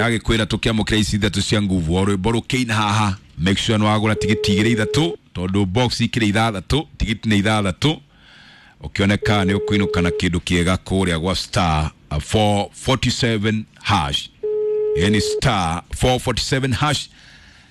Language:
Kikuyu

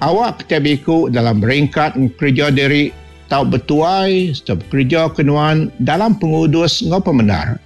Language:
Iban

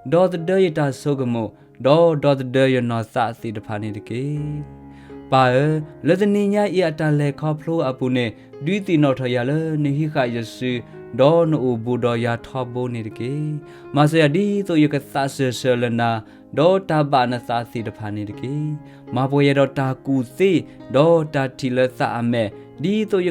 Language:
S'gaw Karen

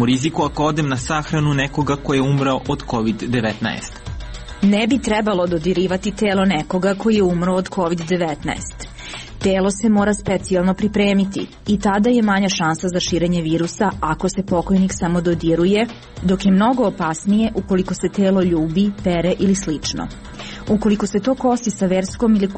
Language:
Serbian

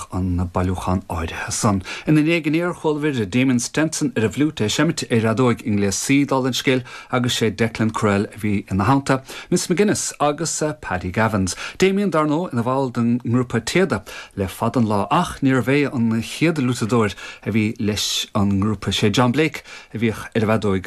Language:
Irish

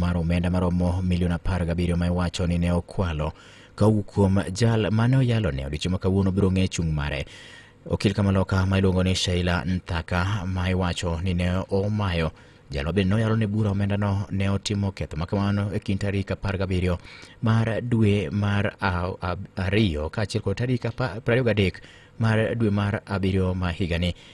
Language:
Luo (Kenya and Tanzania)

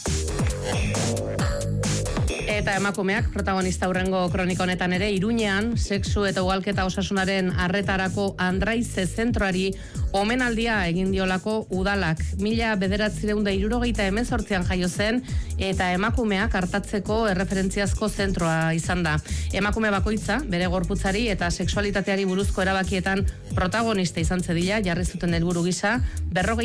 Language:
Basque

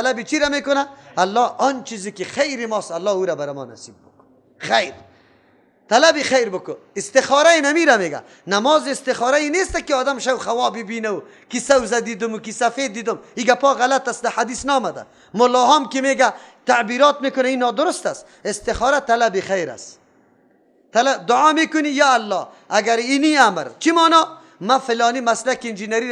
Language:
Persian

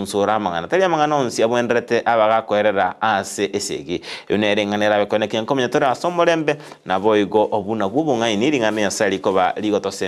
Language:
Gusii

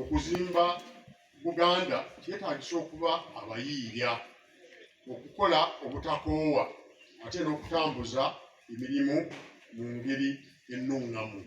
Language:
Ganda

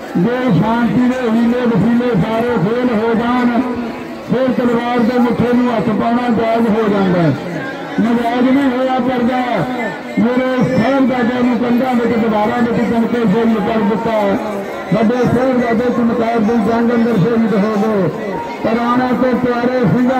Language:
Punjabi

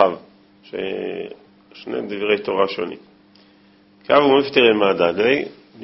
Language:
Hebrew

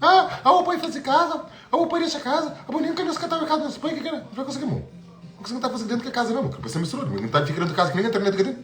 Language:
Kabuverdianu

